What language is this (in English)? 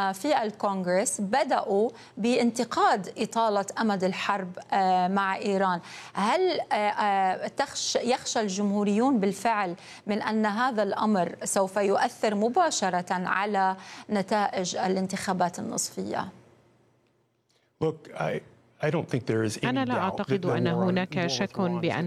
Arabic